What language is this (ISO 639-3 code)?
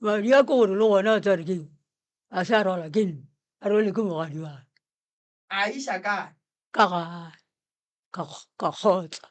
nso